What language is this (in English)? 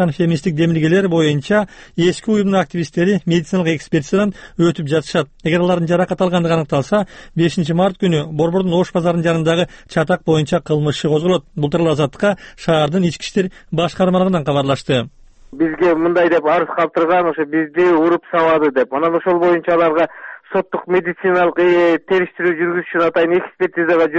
Kyrgyz